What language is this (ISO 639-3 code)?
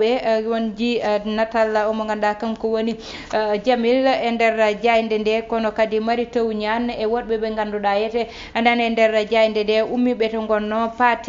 ful